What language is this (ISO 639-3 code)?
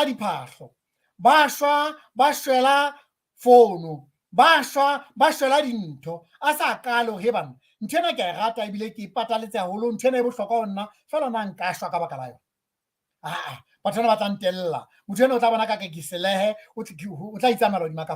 sot